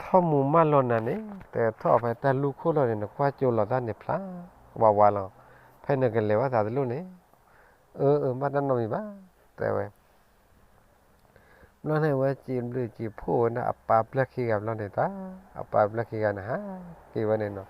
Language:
S'gaw Karen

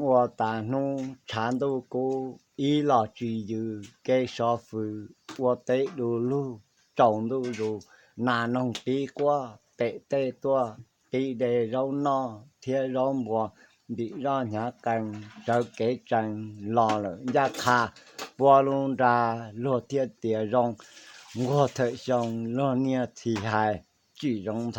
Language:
Hmong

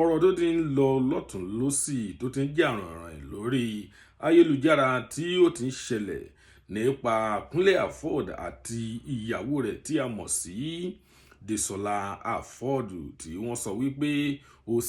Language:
Yoruba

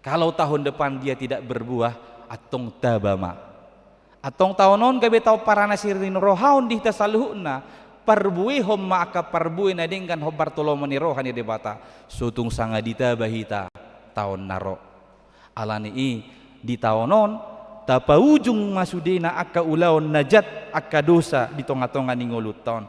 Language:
Batak Toba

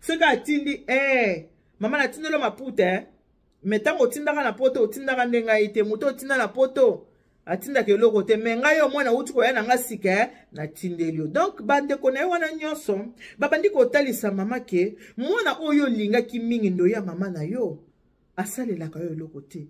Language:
Lingala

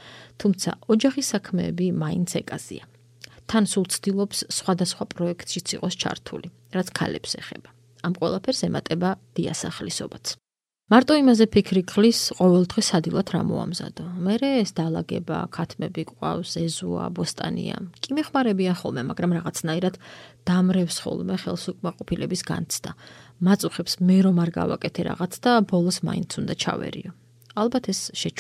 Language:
Georgian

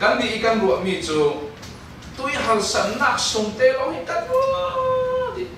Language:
Falam Chin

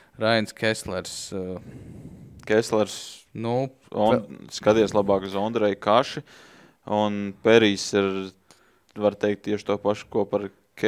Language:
Latvian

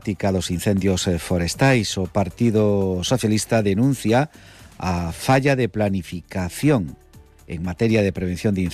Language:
Galician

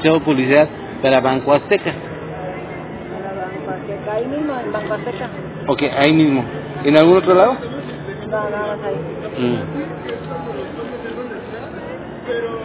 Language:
Spanish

